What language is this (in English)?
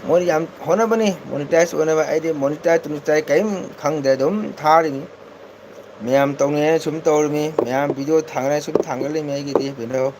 Manipuri